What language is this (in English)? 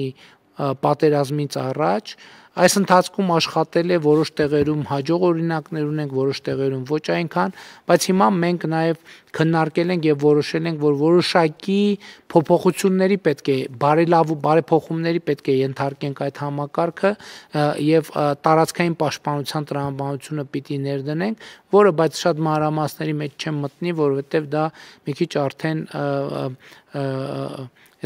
Armenian